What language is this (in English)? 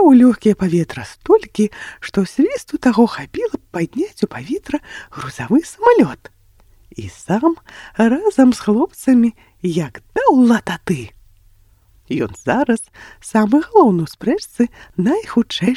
Belarusian